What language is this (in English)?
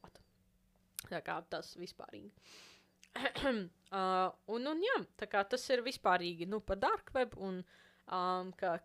Latvian